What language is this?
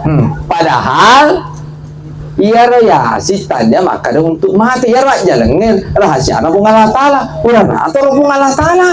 Buginese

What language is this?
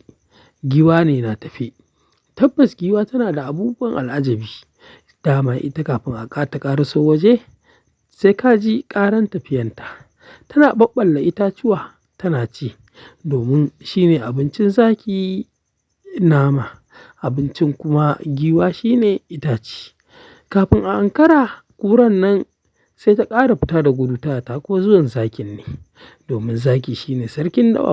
Hausa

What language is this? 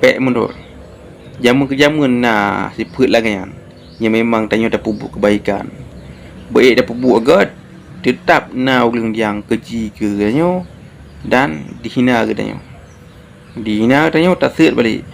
Achinese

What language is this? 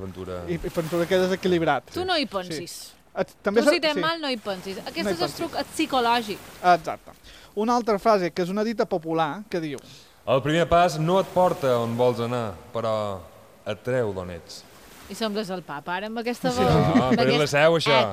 Catalan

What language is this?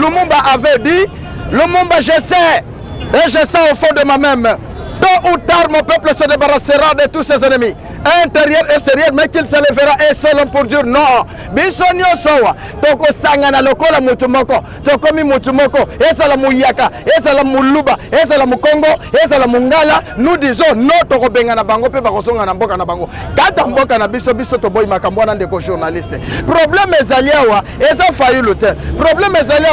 Lingala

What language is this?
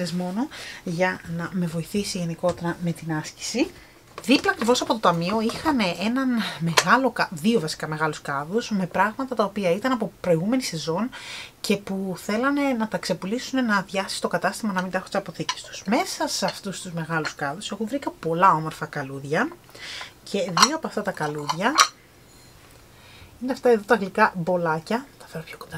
Greek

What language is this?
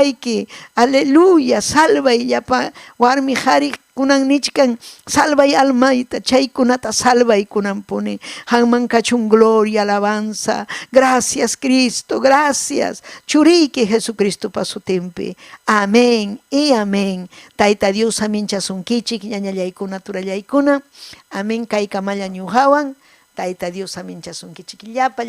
Ayacucho Quechua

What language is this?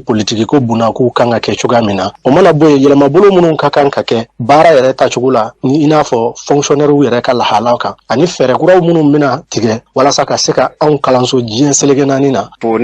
Bambara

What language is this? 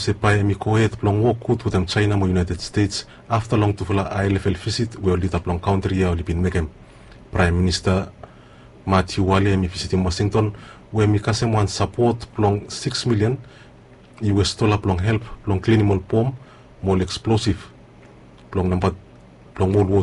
Bislama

